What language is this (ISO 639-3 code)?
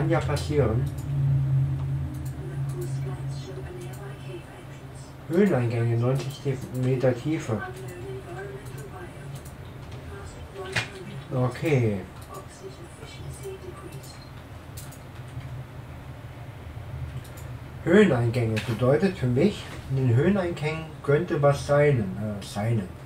deu